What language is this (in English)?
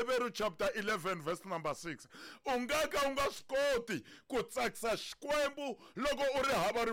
Tsonga